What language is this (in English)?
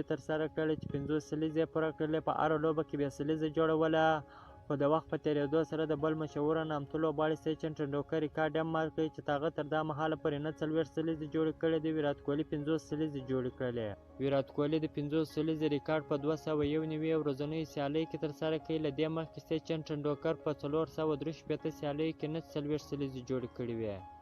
Pashto